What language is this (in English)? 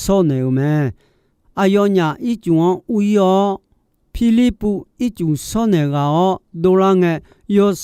Akha